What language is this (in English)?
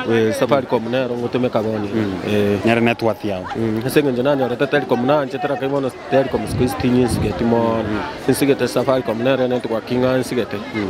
Gusii